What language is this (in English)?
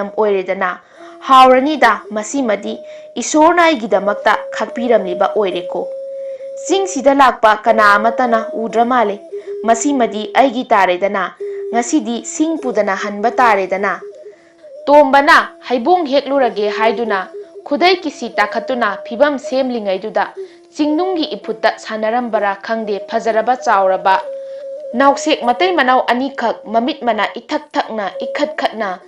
Manipuri